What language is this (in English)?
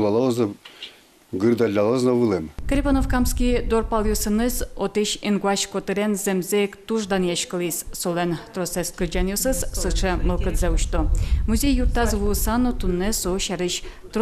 Udmurt